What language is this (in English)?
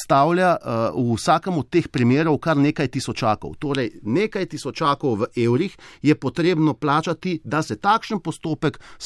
Slovenian